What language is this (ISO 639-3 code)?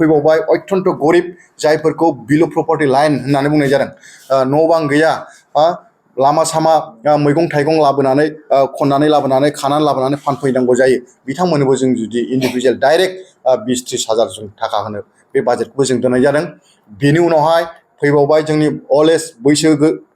brx